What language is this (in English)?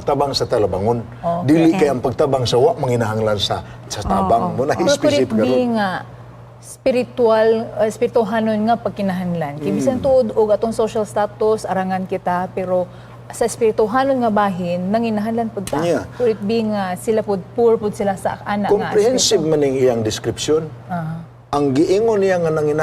Cebuano